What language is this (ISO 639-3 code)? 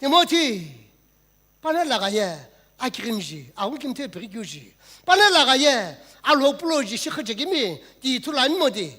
nsm